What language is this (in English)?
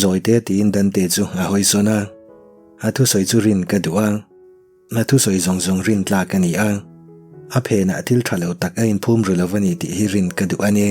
Mizo